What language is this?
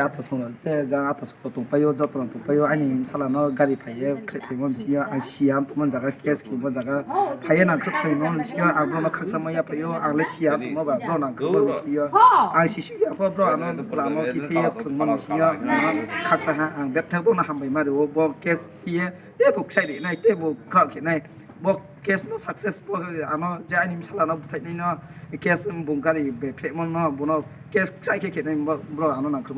Riang (India)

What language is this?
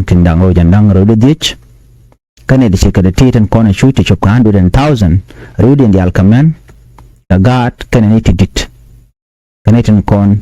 Nuer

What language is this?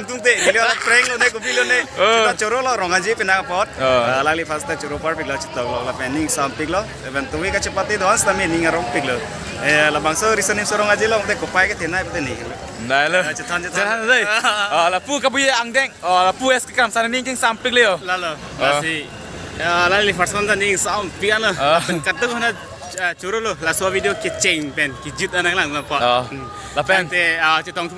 Karbi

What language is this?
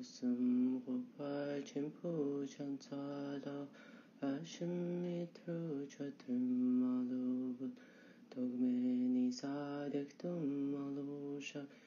Mongolian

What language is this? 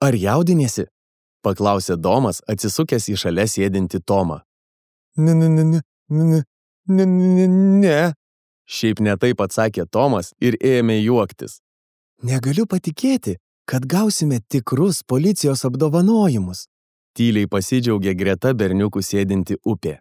Lithuanian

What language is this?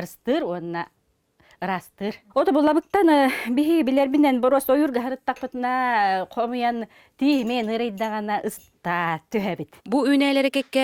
Yakut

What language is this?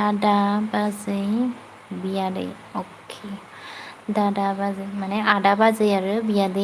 Bodo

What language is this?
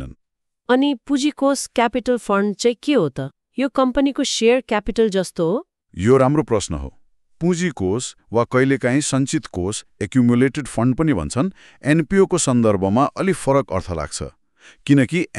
Nepali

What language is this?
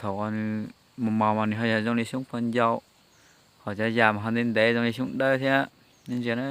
Hmong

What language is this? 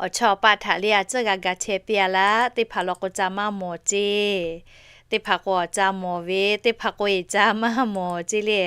Lahu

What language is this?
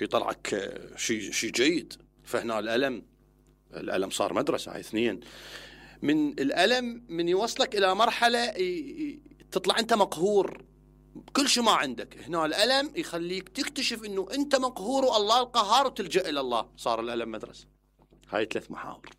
Mesopotamian Arabic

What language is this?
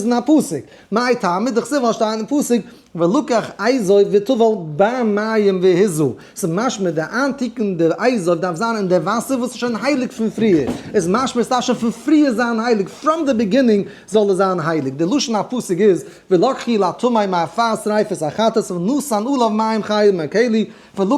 Yiddish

